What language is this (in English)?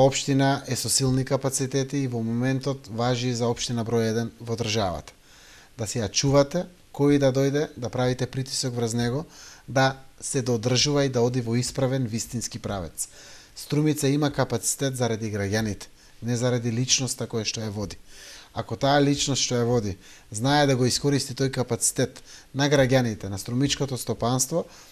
Macedonian